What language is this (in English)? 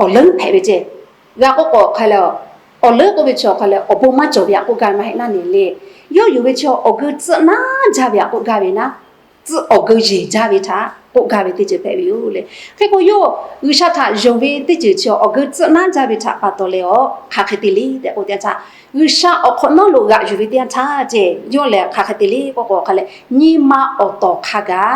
Lahu